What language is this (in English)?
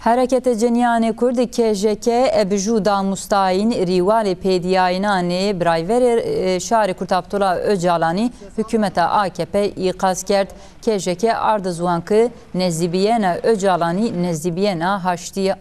Zaza